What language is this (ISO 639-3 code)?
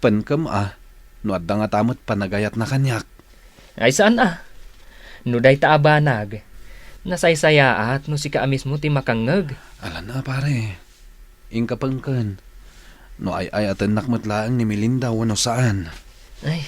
ilo